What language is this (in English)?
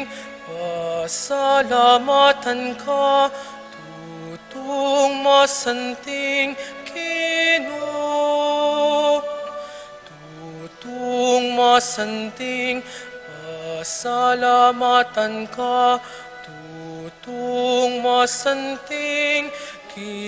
Pampanga